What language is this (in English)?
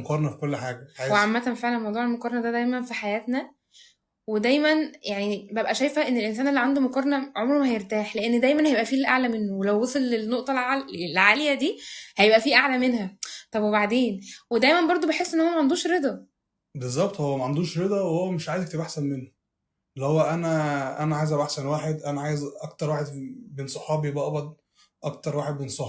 Egyptian Arabic